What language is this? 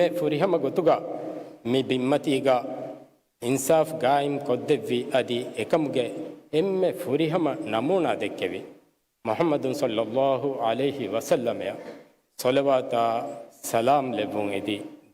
Divehi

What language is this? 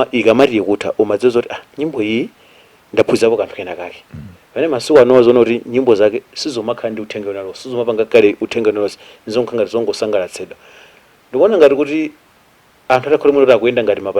Nyanja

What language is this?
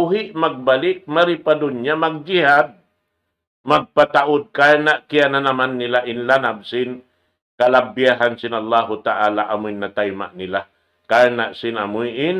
Tausug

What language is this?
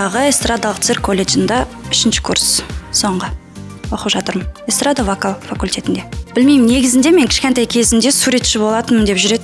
Kazakh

